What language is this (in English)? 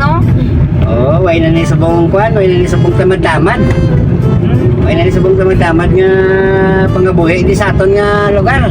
Hiligaynon